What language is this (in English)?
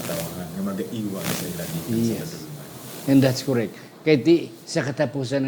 Hiligaynon